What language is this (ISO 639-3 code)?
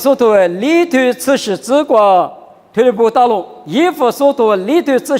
lis